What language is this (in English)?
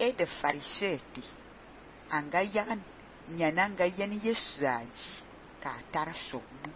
Fang